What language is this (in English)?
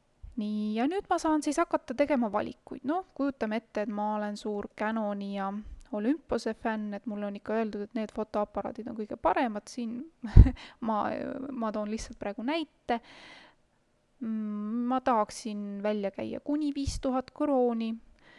Estonian